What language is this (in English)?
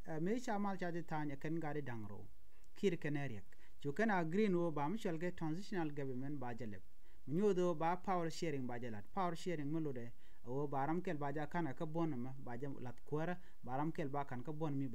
Nuer